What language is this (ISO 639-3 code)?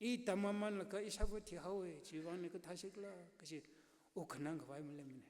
nmf